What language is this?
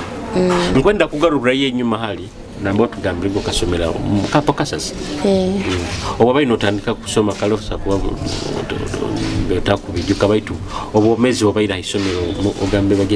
Nyoro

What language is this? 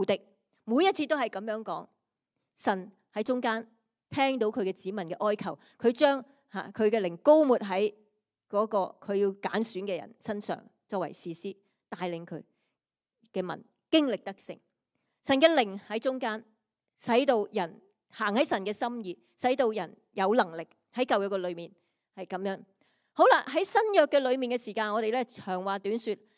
Cantonese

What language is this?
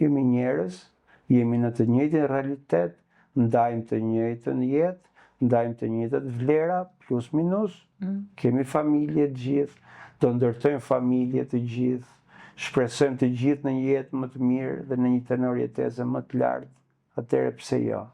Albanian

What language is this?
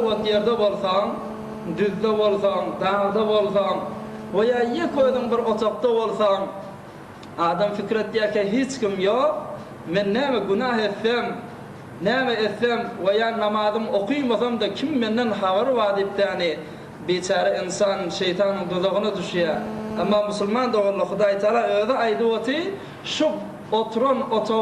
Turkmen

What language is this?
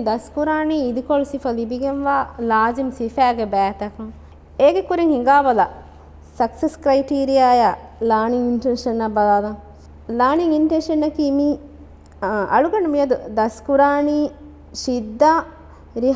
Divehi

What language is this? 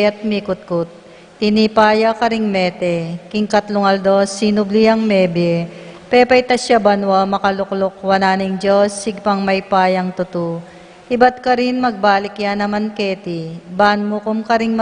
Pampanga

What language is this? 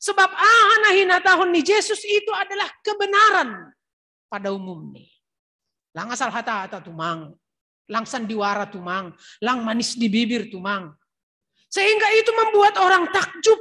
Batak Simalungun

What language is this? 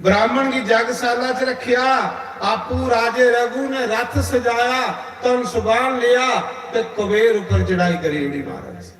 Dogri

